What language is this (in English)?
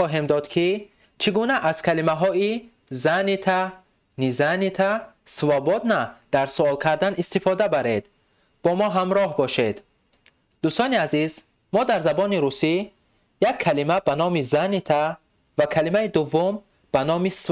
Tajik